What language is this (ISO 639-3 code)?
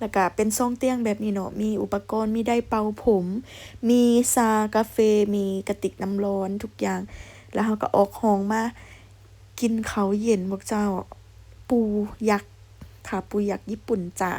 lao